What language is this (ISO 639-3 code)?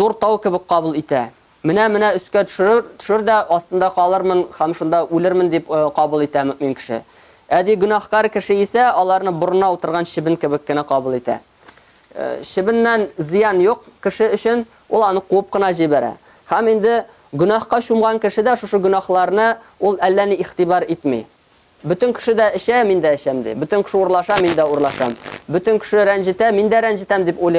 tat